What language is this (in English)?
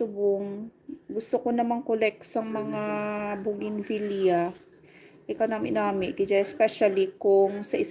Hiligaynon